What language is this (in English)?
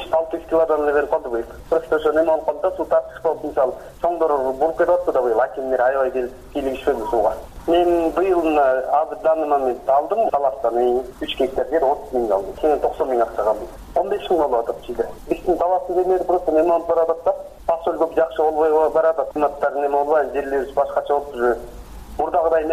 Kyrgyz